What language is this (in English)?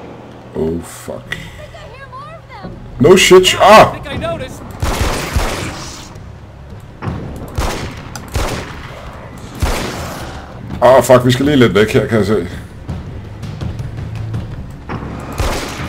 Danish